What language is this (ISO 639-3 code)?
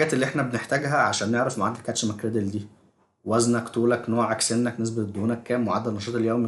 arz